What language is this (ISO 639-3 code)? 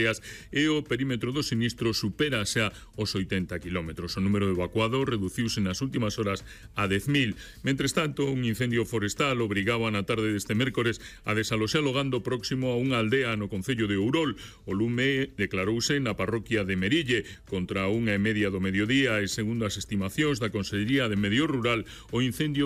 glg